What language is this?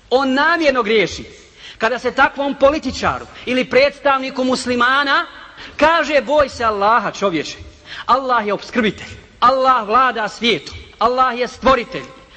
Bosnian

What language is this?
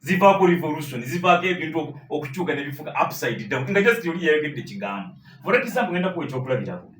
Ganda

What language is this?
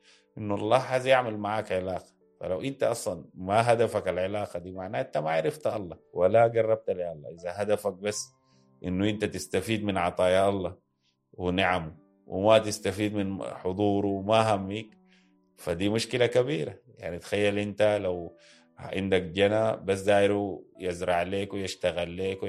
Sudanese Arabic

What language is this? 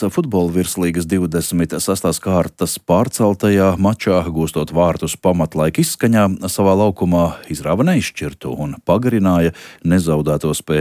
Latvian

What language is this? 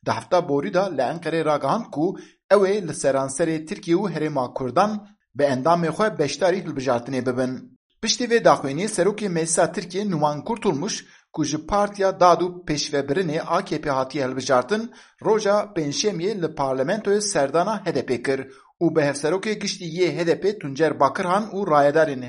Kurdish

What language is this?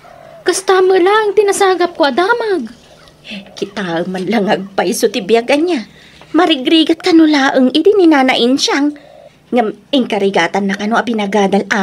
Iloko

